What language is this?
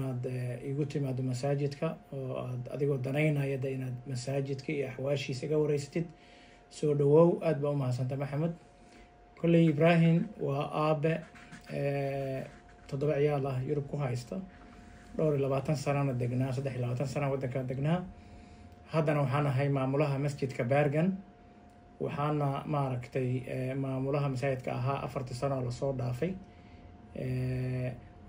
Somali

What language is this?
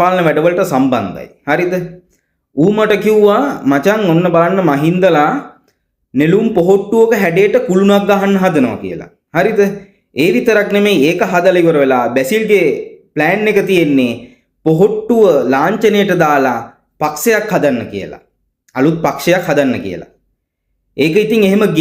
Sinhala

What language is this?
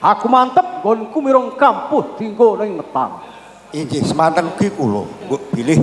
Javanese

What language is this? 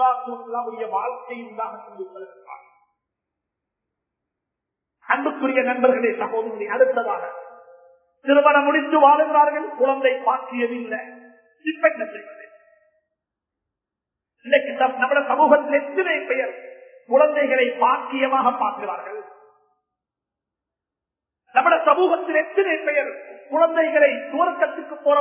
Tamil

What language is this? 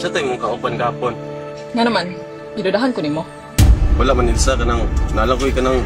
Cebuano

